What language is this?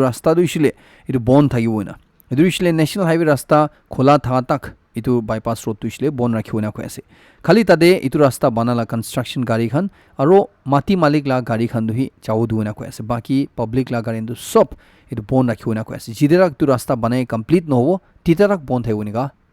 Naga Pidgin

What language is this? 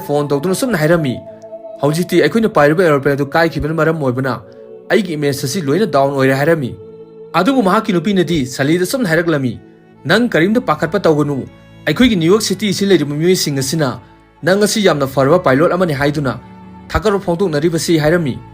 Manipuri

